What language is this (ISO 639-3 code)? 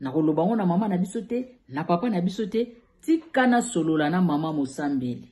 lin